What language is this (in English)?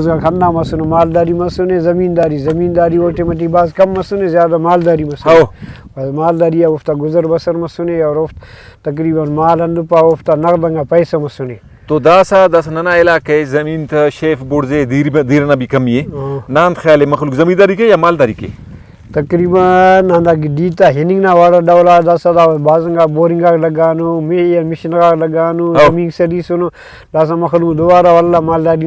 Brahui